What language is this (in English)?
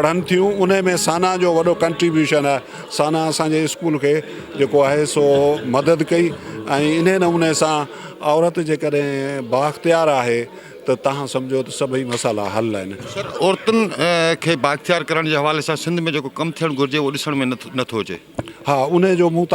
Sindhi